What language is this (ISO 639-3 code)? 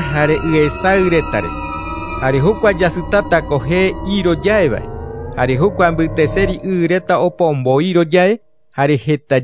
grn